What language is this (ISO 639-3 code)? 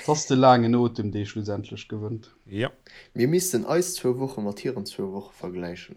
ltz